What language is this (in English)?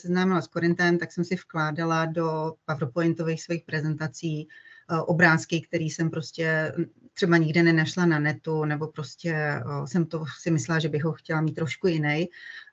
Czech